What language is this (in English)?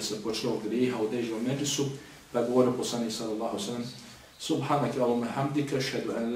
Bosnian